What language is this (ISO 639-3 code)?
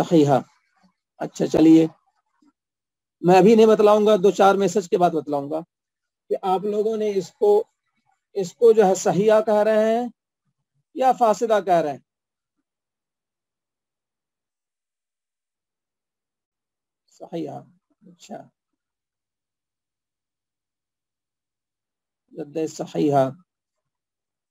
urd